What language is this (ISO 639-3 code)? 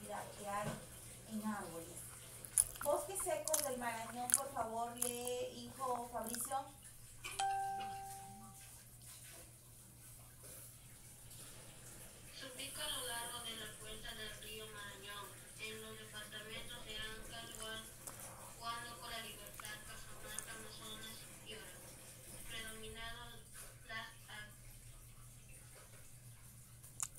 spa